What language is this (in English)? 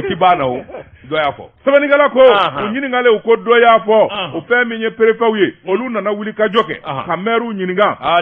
Bambara